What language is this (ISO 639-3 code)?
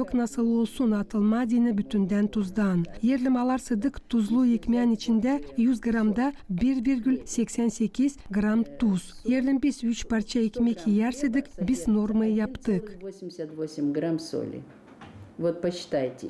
gag